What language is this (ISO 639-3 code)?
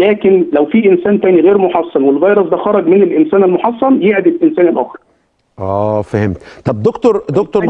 arz